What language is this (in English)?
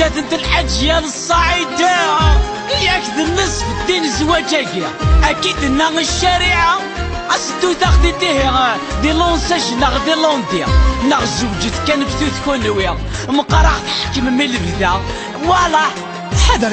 Kabyle